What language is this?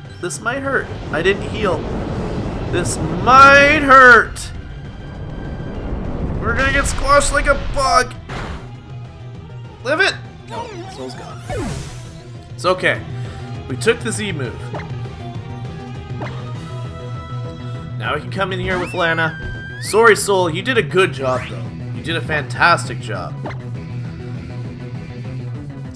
English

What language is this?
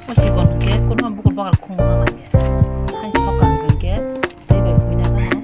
Kok Borok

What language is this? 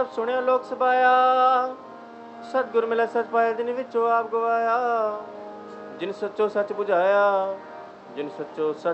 Punjabi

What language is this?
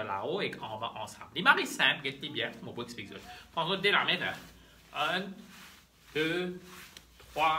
Morisyen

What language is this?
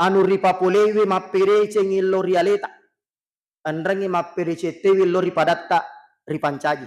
Buginese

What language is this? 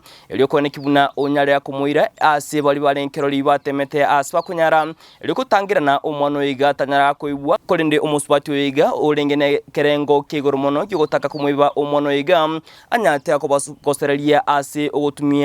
Gusii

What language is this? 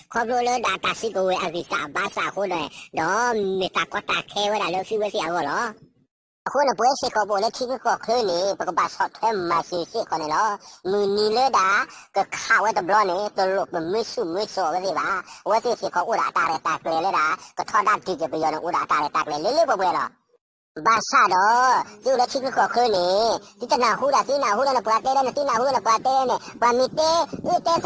S'gaw Karen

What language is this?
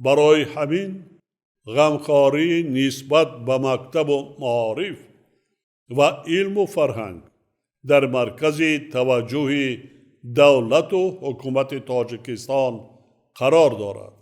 Tajik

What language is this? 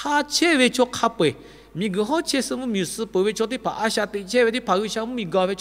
Lahu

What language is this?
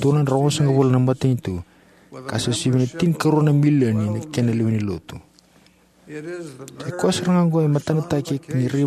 Fijian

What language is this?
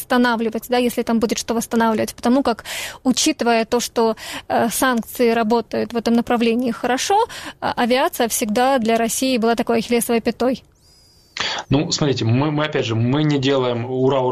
Russian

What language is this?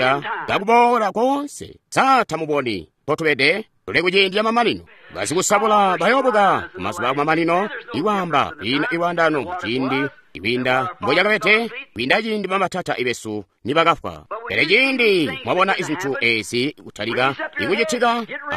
Tonga (Zambia)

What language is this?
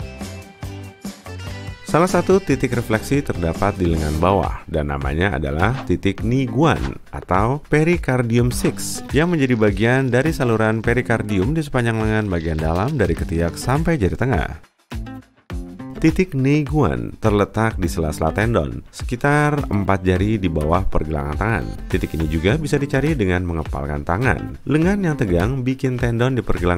Indonesian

